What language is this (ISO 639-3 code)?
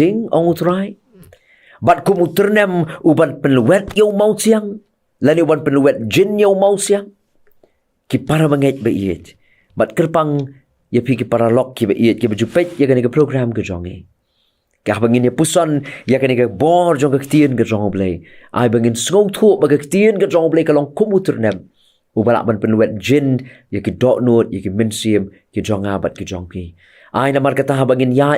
kha